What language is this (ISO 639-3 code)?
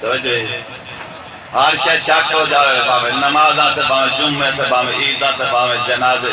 skr